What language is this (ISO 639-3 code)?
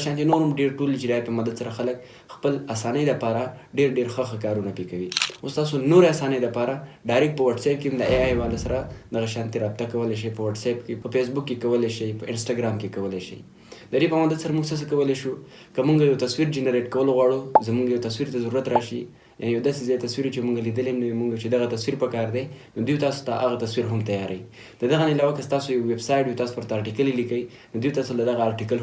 pus